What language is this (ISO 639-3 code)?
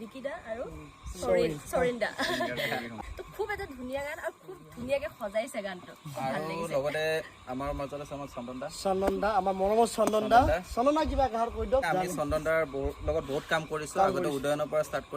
asm